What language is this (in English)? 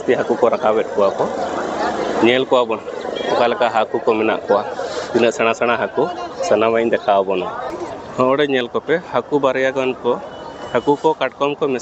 Santali